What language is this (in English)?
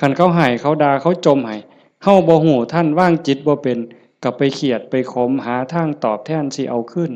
Northeastern Thai